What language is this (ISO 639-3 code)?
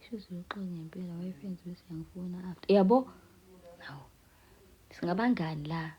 zul